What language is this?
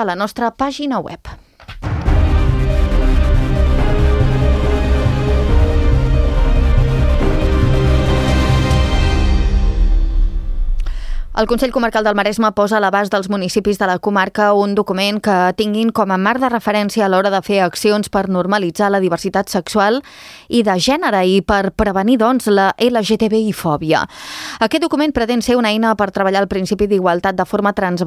Catalan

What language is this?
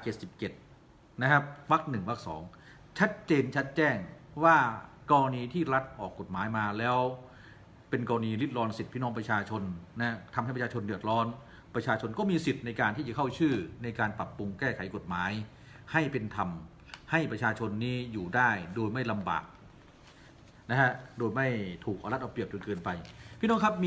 Thai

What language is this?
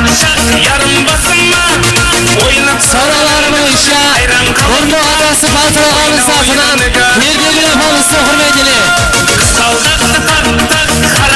Kara-Kalpak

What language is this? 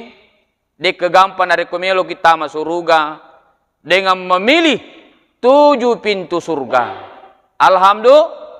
Buginese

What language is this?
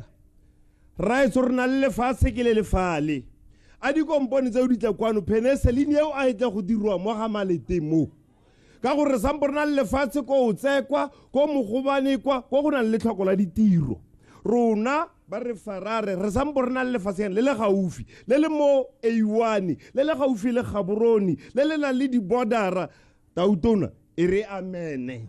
Tswana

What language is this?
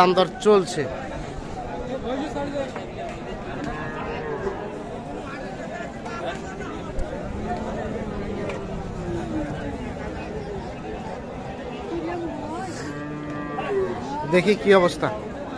Bangla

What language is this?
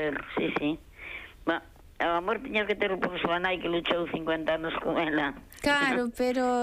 Galician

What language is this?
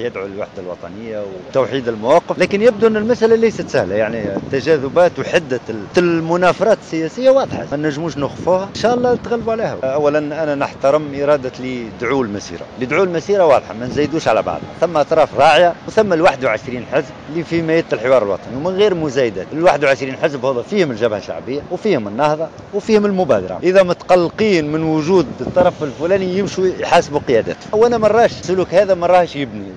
Tunisian Arabic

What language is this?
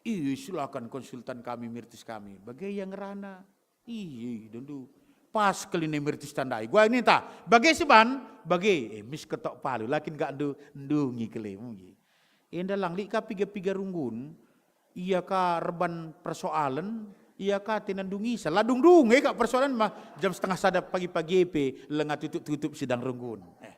Batak Karo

